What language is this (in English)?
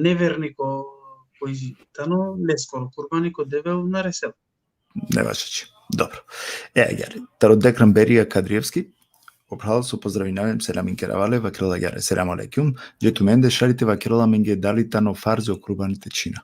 Balkan Romani